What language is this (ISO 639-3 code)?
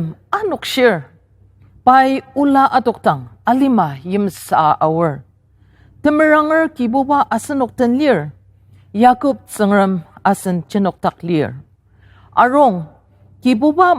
njo